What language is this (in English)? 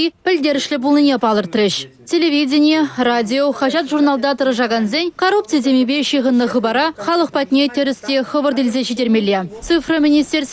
Chuvash